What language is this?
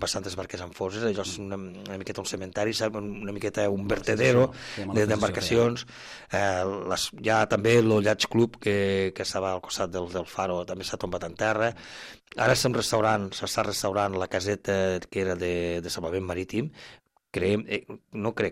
Catalan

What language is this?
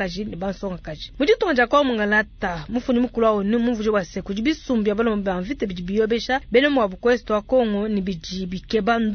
Luba-Lulua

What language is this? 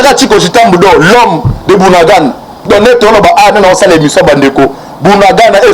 Lingala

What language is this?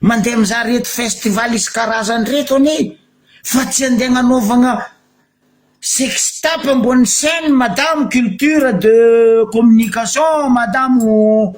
Malagasy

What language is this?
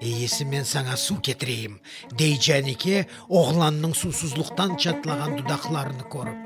Crimean Tatar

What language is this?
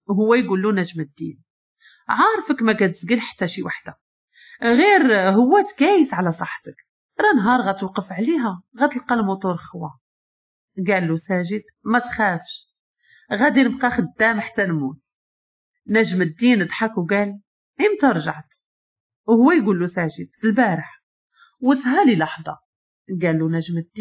Moroccan Arabic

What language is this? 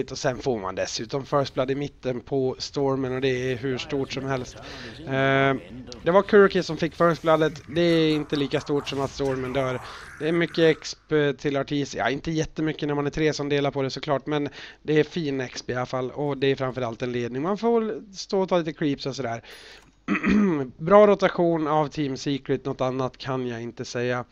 Swedish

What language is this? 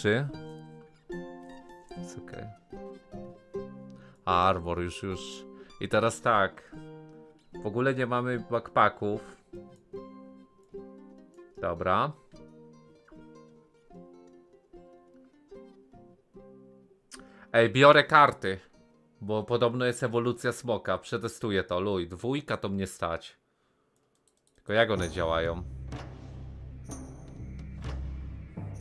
Polish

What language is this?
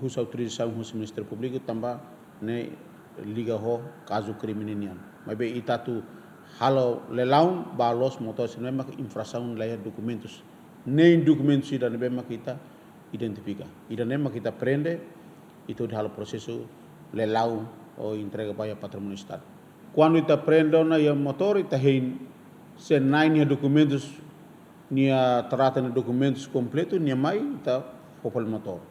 Tetum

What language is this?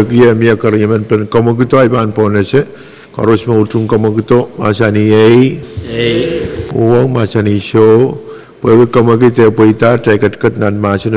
Pohnpeian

